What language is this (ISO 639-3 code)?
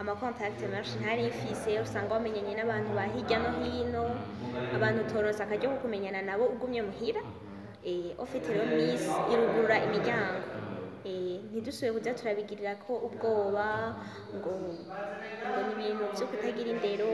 run